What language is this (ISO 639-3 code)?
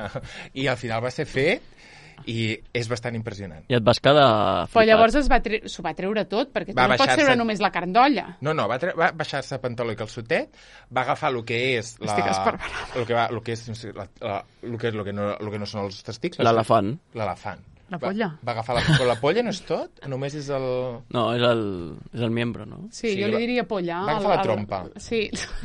cat